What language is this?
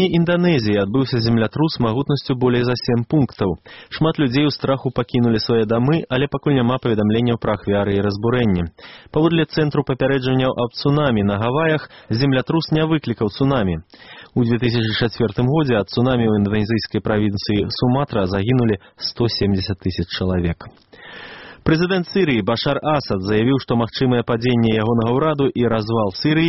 Belarusian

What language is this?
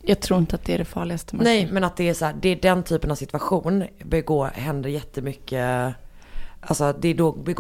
Swedish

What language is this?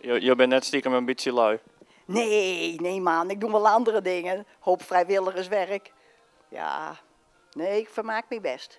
Western Frisian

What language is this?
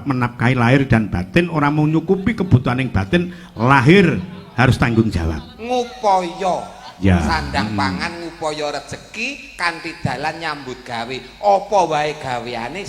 Javanese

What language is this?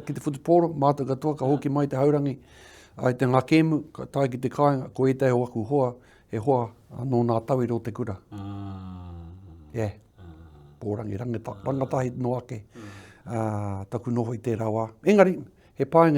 Māori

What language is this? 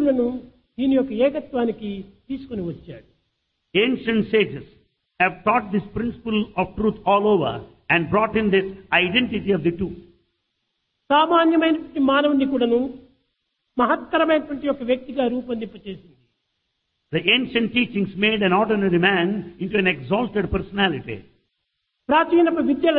Telugu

